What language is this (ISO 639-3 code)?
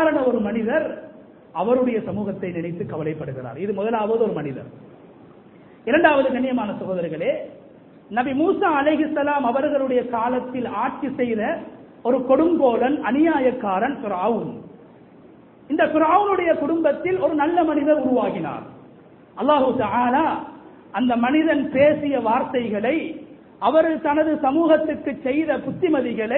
tam